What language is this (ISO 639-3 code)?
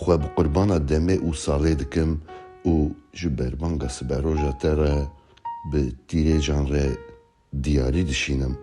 kur